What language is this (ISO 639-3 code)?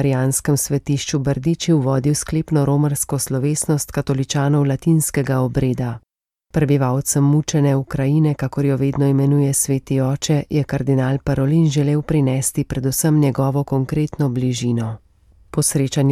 slv